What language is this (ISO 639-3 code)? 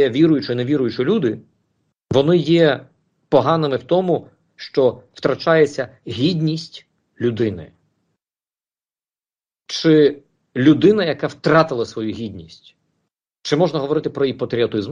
ukr